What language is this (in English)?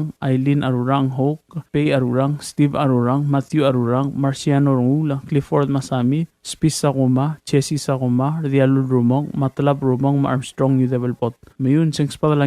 Palauan